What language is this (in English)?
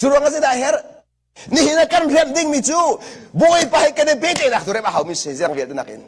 Hakha Chin